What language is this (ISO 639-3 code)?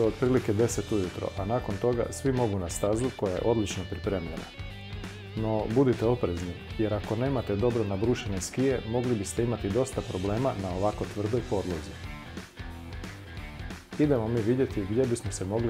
hrv